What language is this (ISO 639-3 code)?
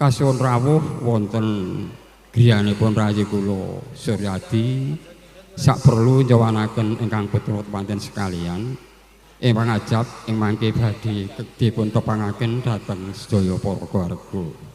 jav